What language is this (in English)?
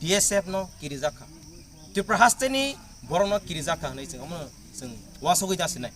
Kok Borok